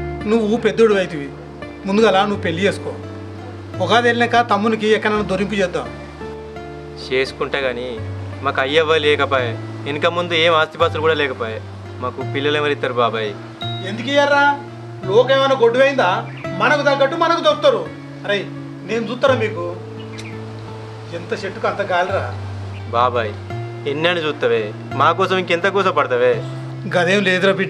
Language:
Telugu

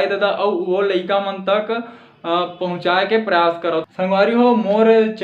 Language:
Chhattisgarhi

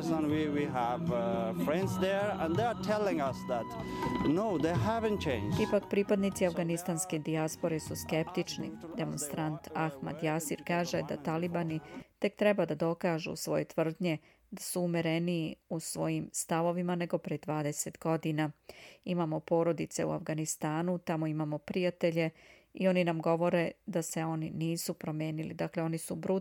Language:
Serbian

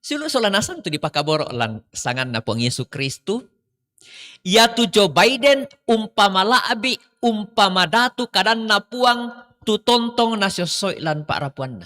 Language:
Toraja-Sa'dan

